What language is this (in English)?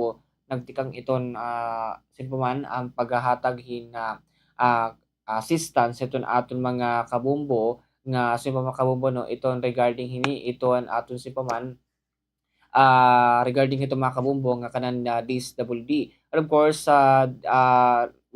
Waray